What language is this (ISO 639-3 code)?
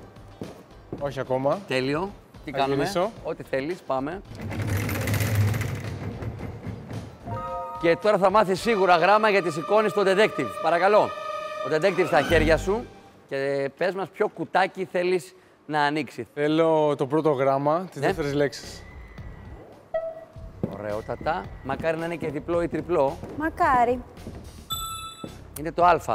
ell